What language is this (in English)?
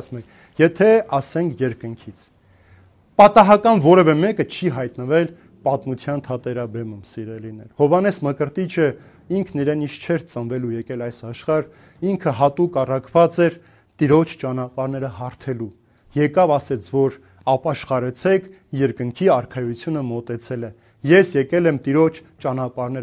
Armenian